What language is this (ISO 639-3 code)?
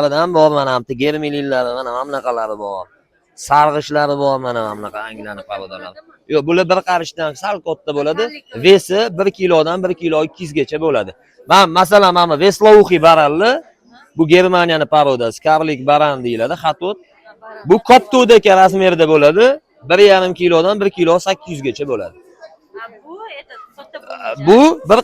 uzb